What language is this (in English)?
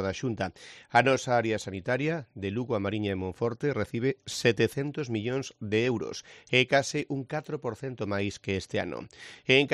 Galician